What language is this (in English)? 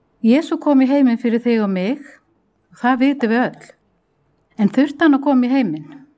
Icelandic